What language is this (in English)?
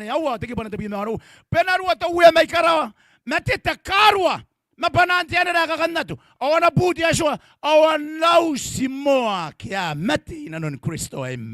Gilbertese